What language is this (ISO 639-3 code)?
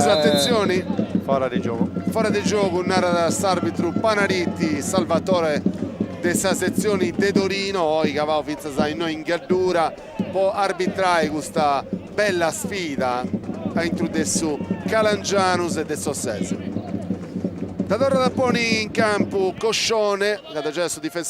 srd